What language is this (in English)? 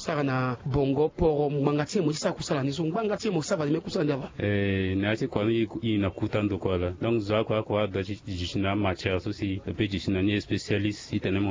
Sango